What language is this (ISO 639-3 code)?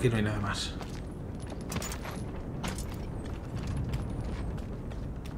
spa